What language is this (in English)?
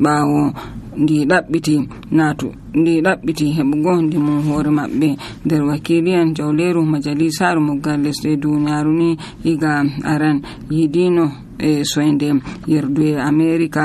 Nigerian Fulfulde